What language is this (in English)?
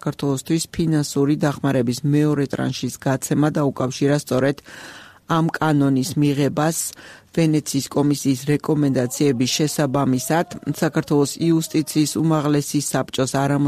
Georgian